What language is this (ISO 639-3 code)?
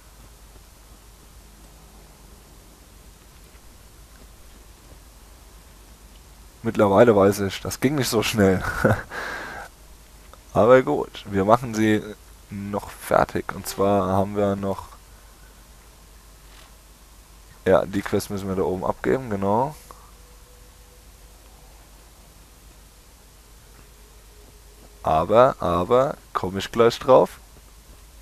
deu